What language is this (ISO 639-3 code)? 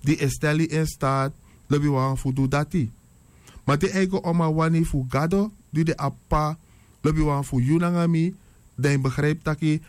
srn